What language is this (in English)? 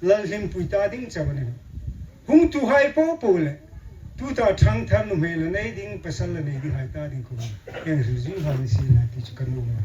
Hmar